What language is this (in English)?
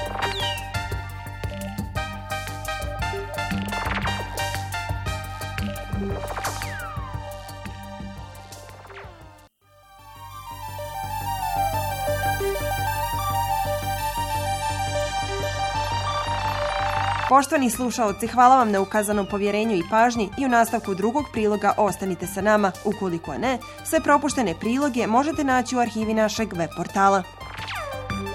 Bosnian